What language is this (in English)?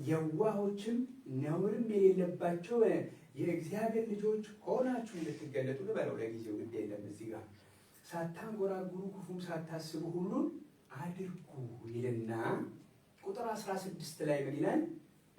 Amharic